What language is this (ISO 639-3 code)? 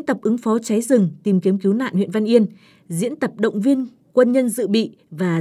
vie